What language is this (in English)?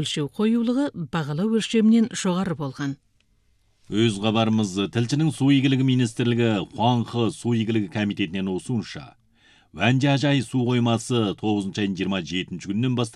Kazakh